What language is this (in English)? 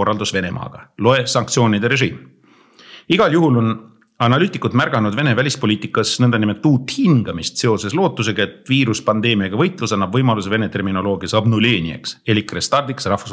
Estonian